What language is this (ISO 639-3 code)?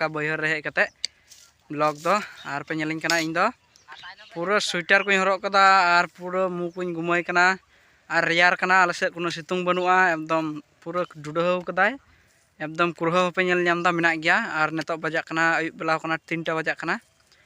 sat